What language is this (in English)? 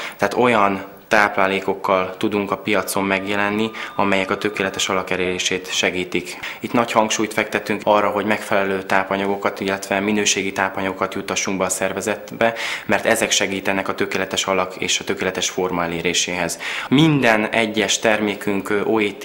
Hungarian